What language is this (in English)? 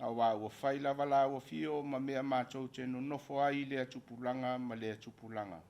Samoan